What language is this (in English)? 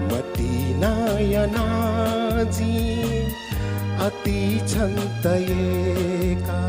Newari